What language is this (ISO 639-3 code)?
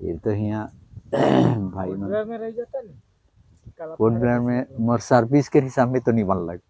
sck